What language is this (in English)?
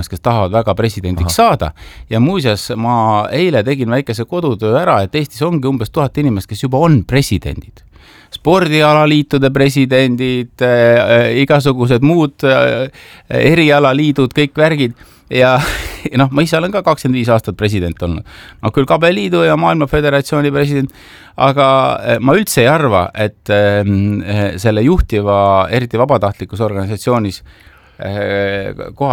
Estonian